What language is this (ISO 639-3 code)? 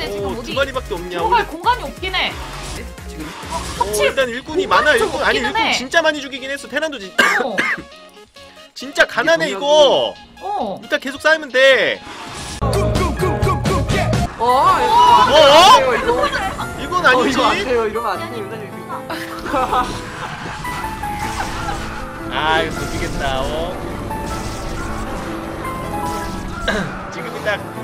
kor